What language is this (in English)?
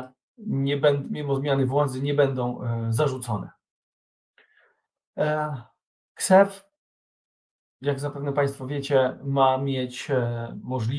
Polish